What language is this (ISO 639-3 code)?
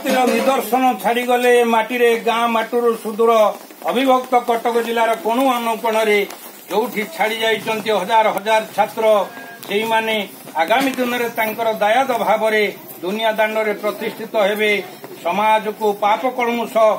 ori